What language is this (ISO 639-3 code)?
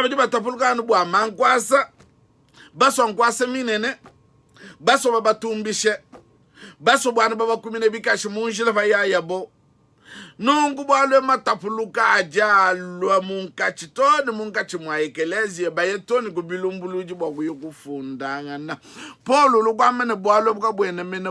lua